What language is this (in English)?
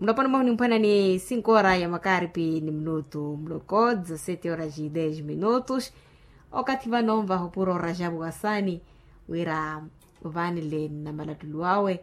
Makhuwa